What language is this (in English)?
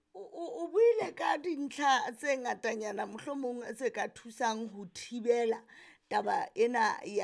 Southern Sotho